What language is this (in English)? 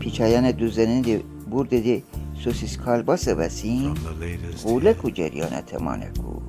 Gilaki